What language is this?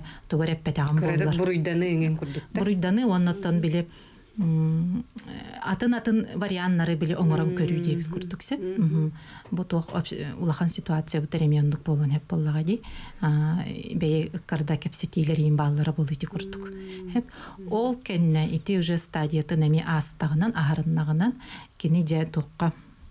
Yakut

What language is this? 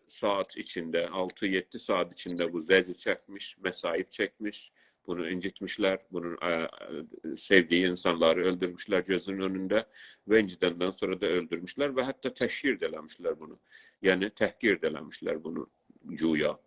South Azerbaijani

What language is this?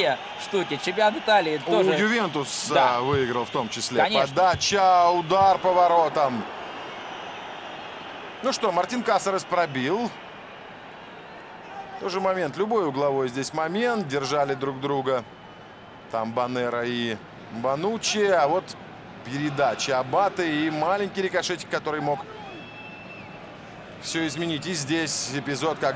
Russian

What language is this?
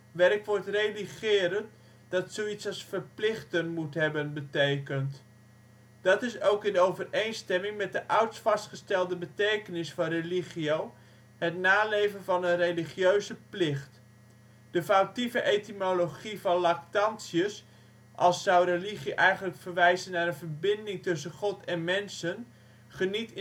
Dutch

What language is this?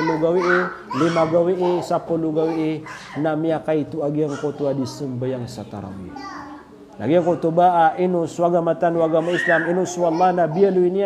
Maranao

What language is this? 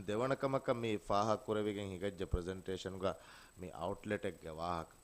Divehi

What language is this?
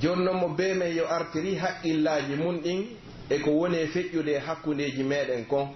Pular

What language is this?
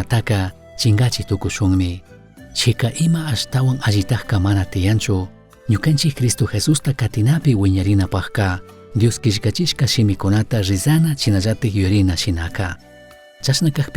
Chimborazo Highland Quichua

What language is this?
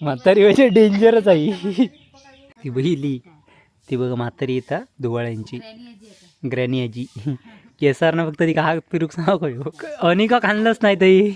Konkani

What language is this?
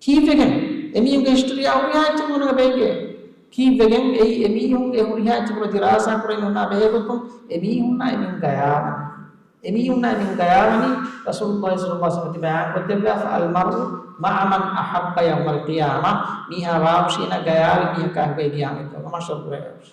Divehi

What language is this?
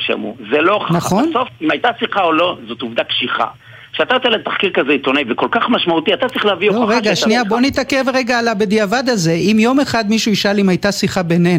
Hebrew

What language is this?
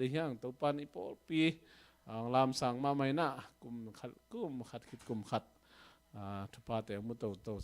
Tedim Chin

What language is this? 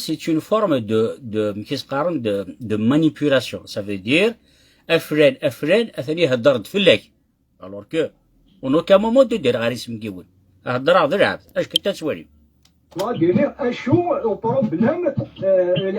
Kabyle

